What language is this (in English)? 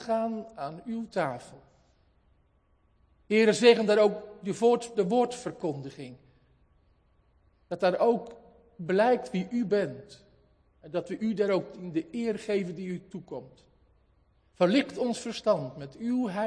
Dutch